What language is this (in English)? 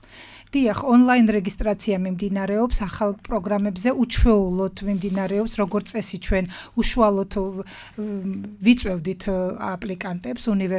Georgian